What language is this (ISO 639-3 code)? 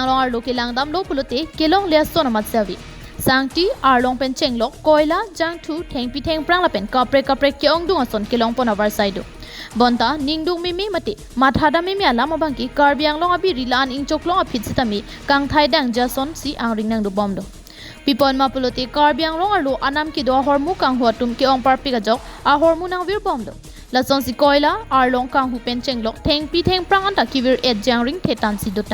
mjw